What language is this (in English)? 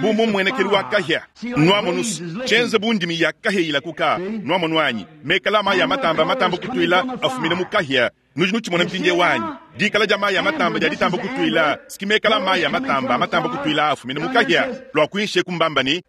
Luba-Lulua